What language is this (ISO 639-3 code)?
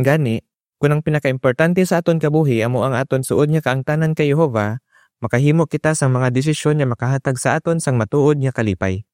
hil